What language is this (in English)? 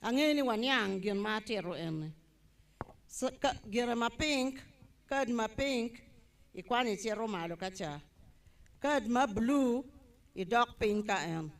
Acoli